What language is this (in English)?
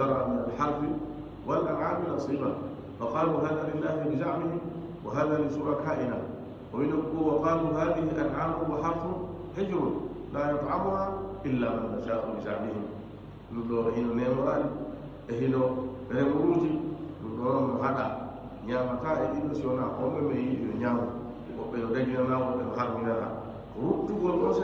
Fula